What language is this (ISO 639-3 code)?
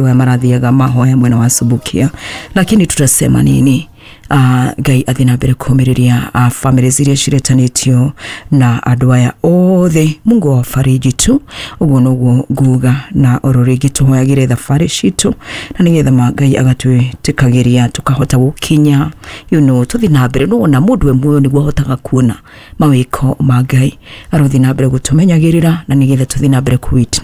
kik